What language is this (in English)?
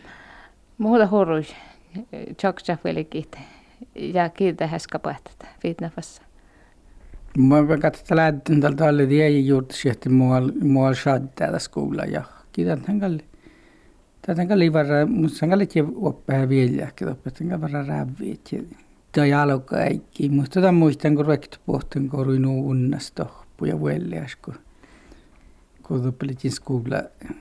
Finnish